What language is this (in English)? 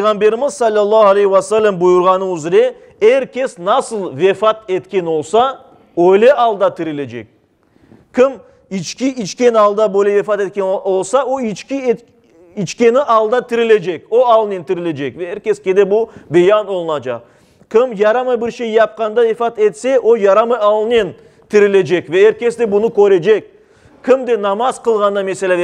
Crimean Tatar